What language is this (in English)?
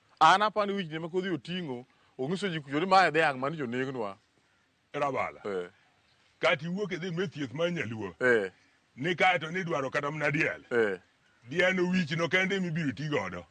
Luo (Kenya and Tanzania)